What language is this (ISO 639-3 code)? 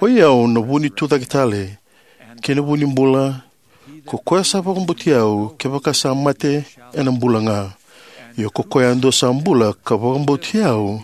fij